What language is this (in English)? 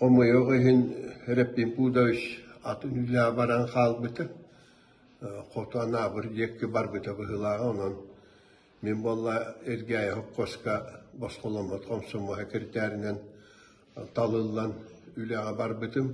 Yakut